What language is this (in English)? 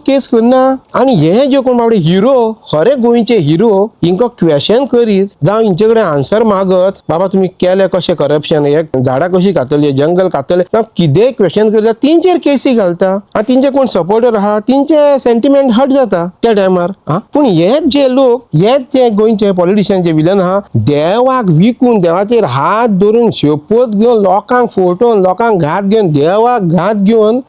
Konkani